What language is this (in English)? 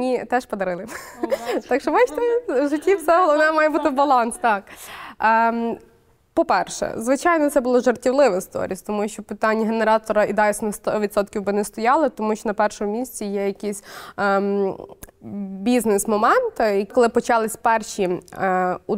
Ukrainian